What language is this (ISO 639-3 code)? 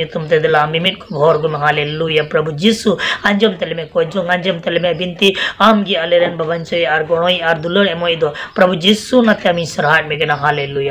sat